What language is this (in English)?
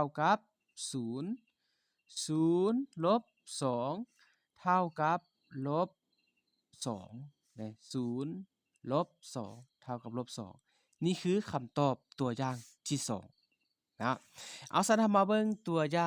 Lao